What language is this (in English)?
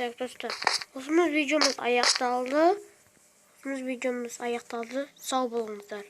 Kazakh